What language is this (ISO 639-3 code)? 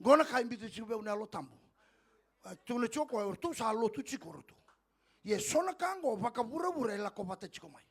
fij